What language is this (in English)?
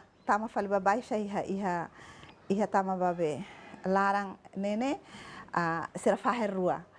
Tetum